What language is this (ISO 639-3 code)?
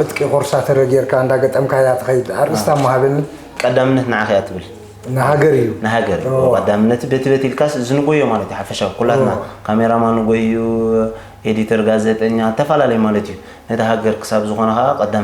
tir